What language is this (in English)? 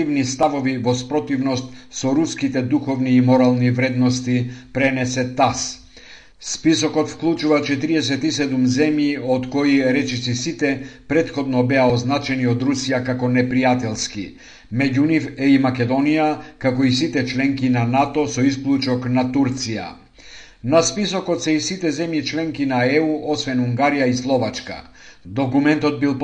Macedonian